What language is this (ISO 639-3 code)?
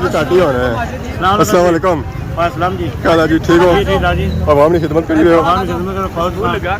phr